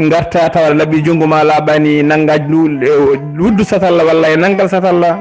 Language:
Fula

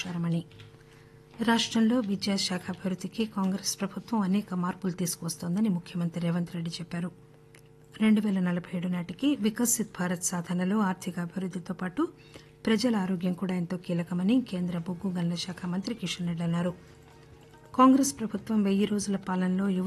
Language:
Telugu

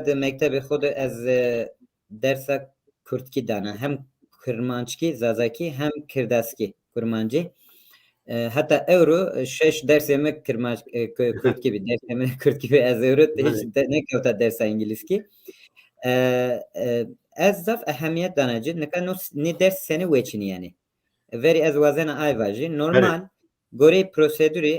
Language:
Zaza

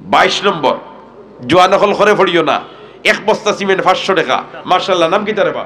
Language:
Sylheti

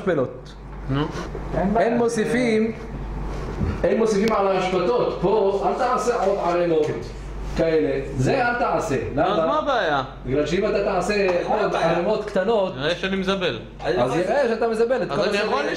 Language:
Hebrew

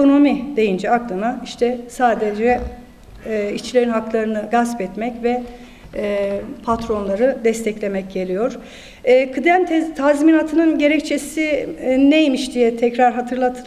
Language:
Turkish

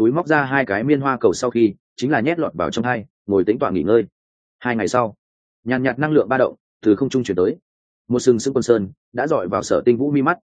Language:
Vietnamese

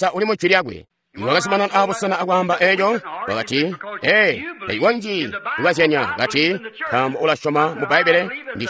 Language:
Tonga (Zambia)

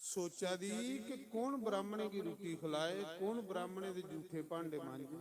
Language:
Dogri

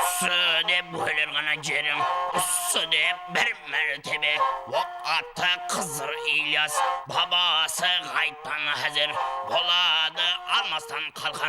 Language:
Kara-Kalpak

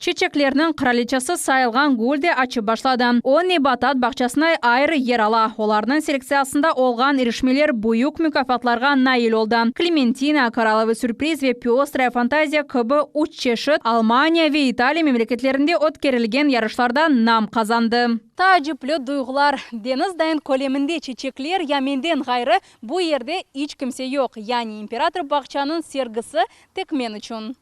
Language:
Crimean Tatar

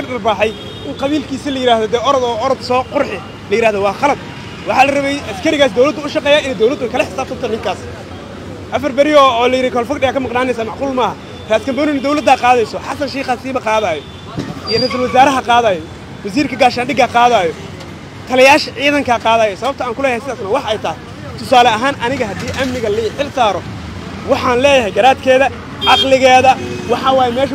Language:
Somali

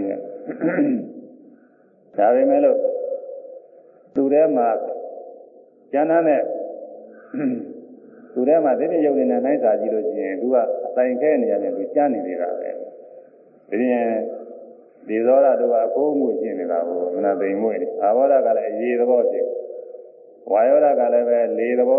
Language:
Burmese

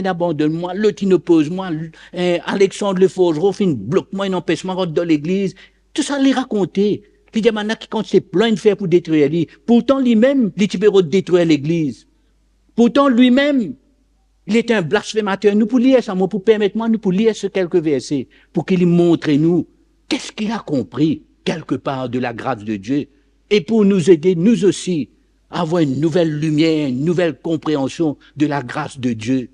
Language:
Morisyen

